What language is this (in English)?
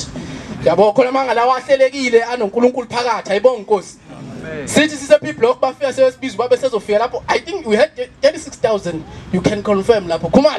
Zulu